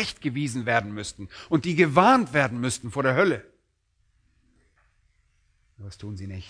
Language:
German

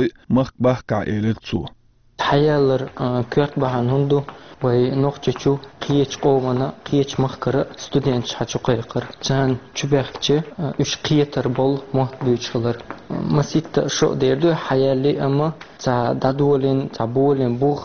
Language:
Chechen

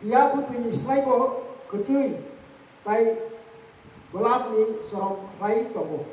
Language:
Kok Borok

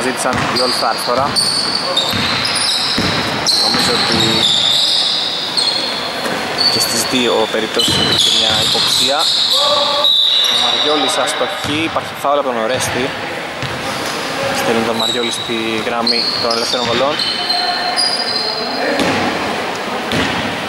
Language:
Greek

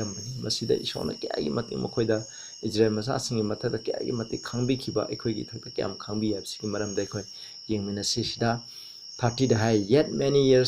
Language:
Manipuri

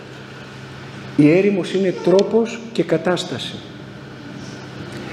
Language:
Greek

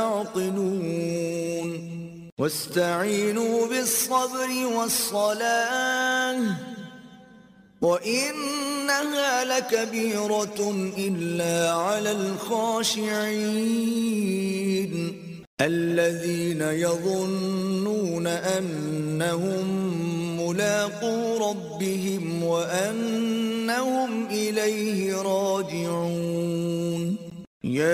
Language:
Arabic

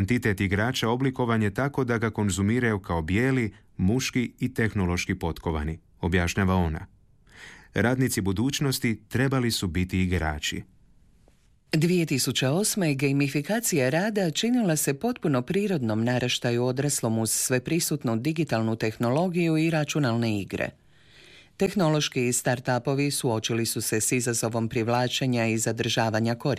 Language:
Croatian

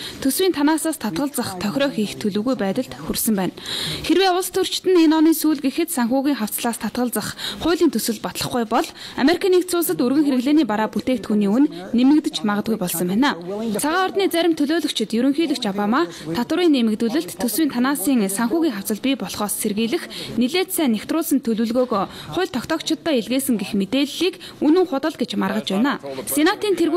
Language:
Mongolian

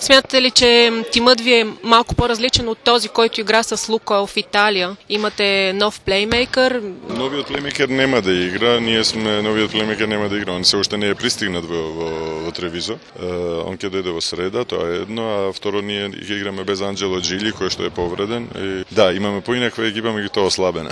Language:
Macedonian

